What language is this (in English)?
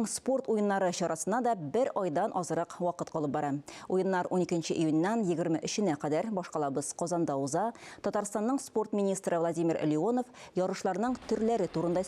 Tatar